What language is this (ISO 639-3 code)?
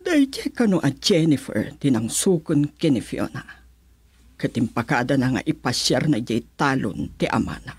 ilo